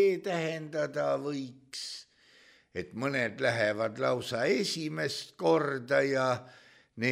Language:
Estonian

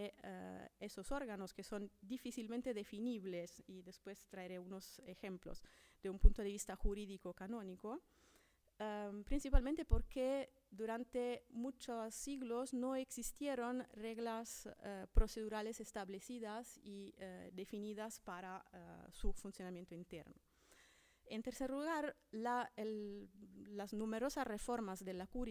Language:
Spanish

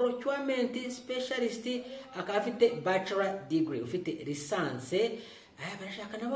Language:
Kinyarwanda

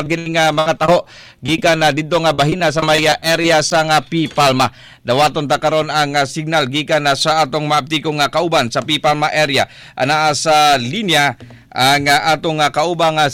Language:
Cebuano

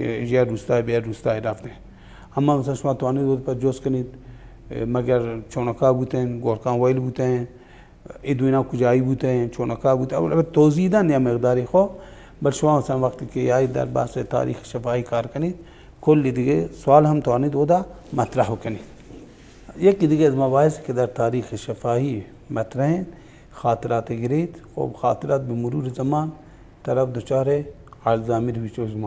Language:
Baluchi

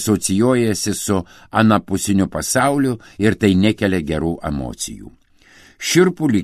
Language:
Lithuanian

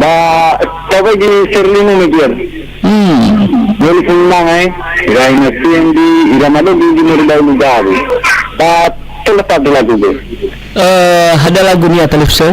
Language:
Nias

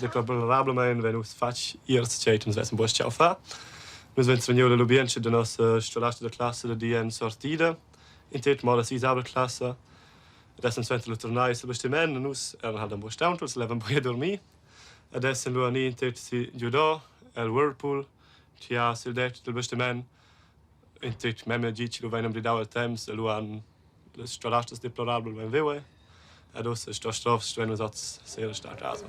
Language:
Romansh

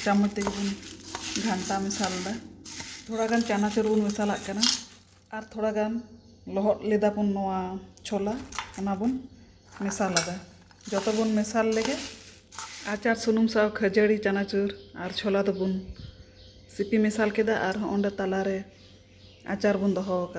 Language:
Santali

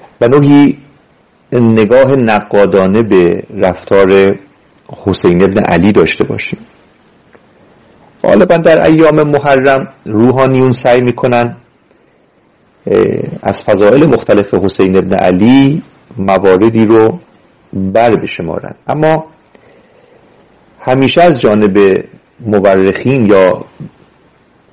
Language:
Persian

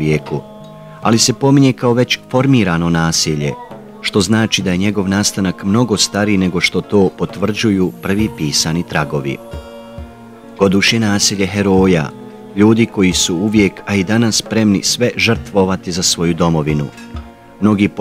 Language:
Bosnian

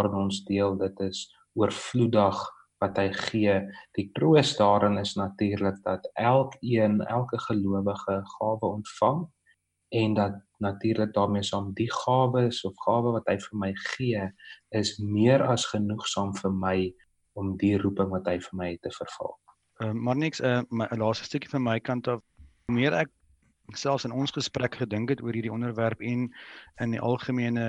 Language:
Afrikaans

